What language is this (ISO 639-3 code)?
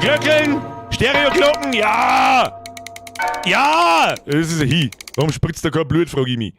bar